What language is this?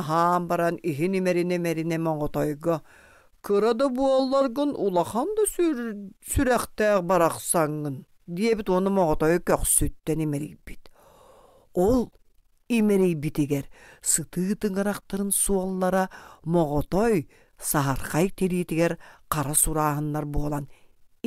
Yakut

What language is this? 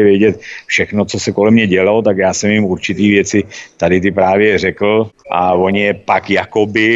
Czech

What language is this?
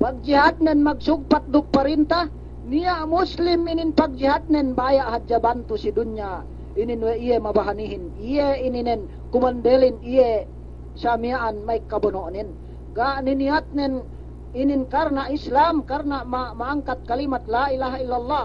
Yakan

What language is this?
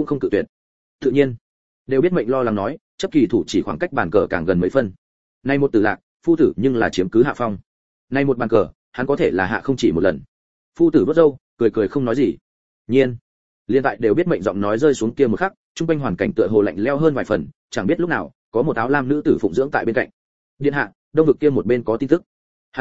Vietnamese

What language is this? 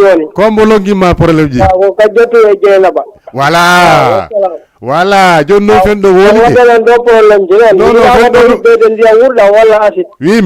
Fula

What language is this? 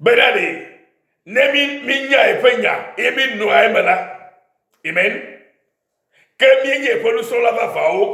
Ewe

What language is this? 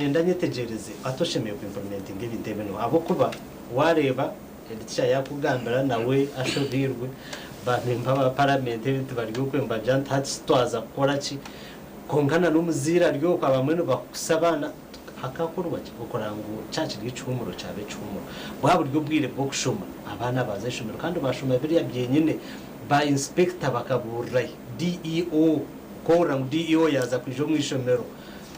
Nyankole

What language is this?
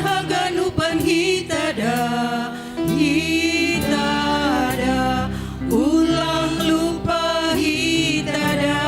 Batak Simalungun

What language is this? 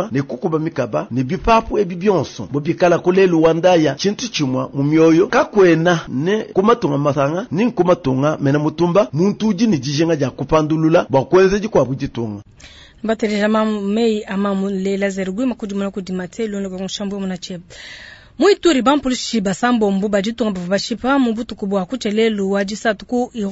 Luba-Lulua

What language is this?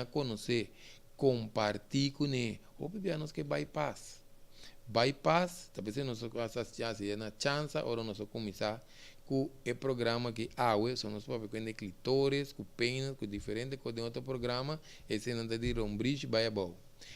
Papiamento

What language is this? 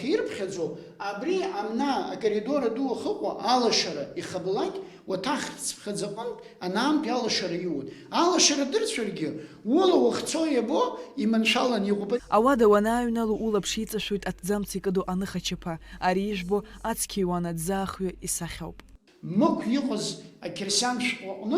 Abkhazian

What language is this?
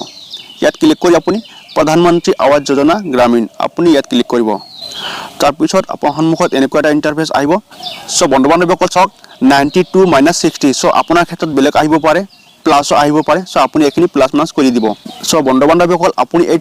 Assamese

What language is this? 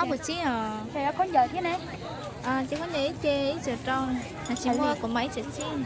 Hmong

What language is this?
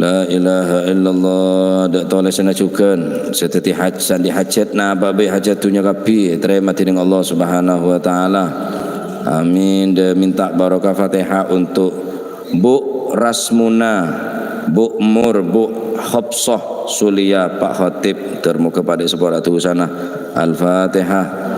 Madurese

